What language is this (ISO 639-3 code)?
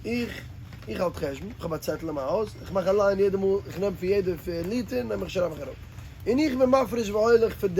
yid